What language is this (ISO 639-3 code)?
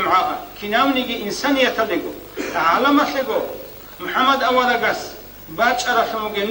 ava